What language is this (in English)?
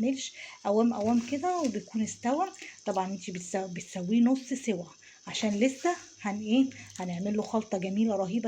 Egyptian Arabic